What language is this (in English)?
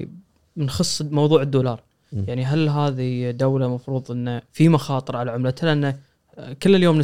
Gulf Arabic